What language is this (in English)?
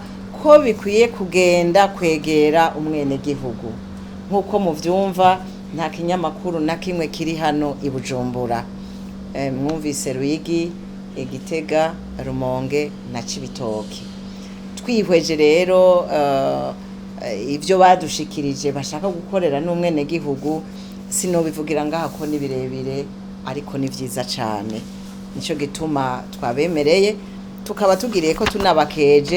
Rundi